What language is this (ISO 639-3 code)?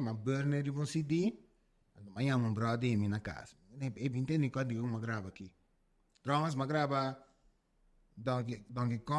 pap